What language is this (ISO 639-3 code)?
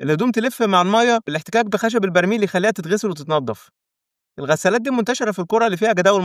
arz